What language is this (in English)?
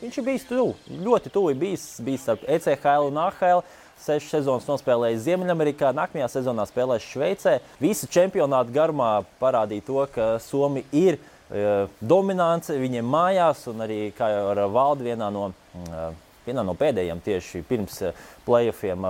Latvian